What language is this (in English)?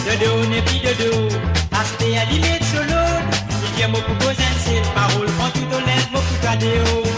Morisyen